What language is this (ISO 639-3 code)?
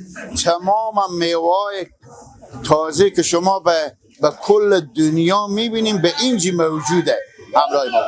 fas